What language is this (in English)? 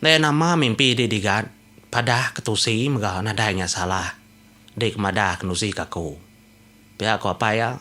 Iban